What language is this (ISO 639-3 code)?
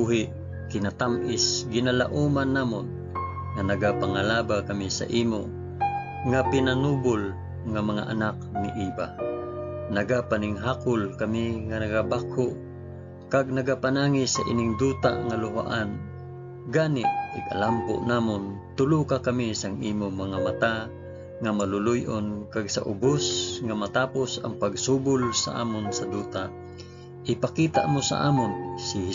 hil